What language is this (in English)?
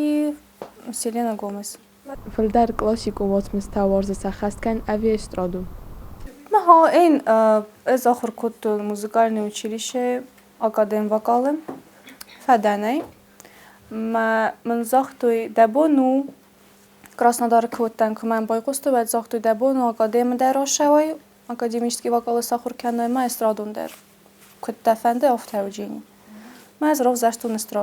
Ossetic